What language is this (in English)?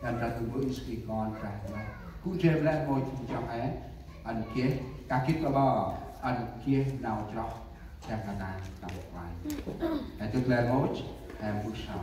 Central Mnong